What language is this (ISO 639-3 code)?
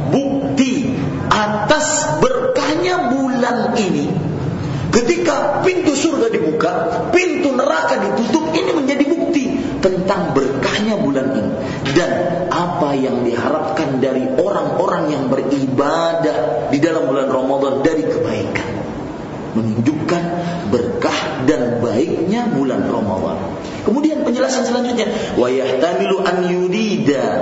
ind